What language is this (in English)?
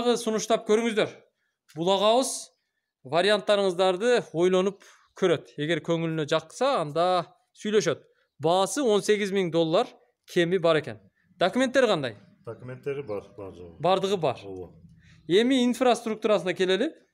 Kyrgyz